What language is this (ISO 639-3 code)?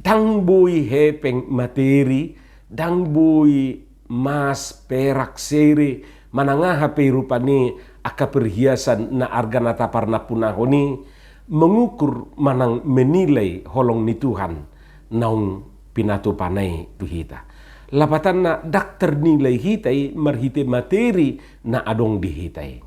bbc